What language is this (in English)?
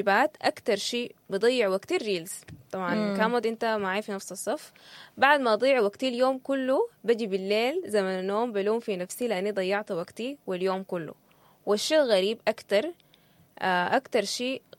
Sudanese Arabic